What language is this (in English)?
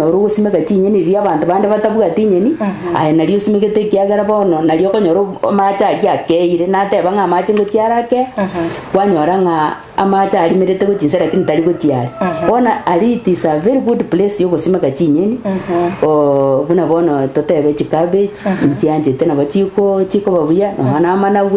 Gusii